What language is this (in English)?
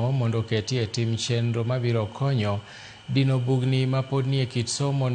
Luo (Kenya and Tanzania)